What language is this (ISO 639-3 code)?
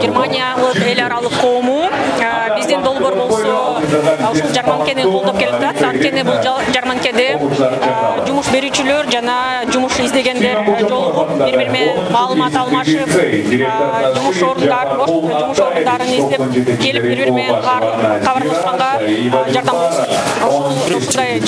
kir